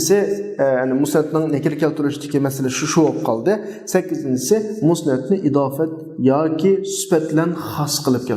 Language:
Uyghur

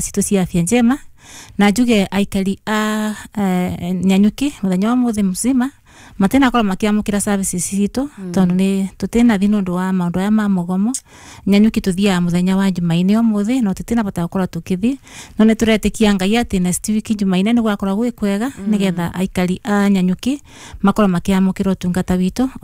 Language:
Kikuyu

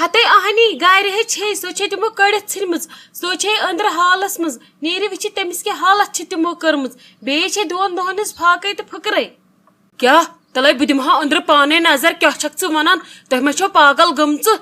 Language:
Kashmiri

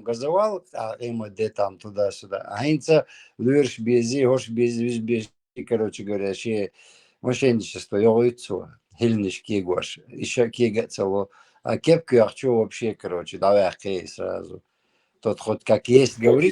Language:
Chechen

